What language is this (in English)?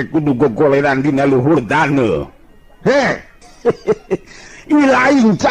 Sundanese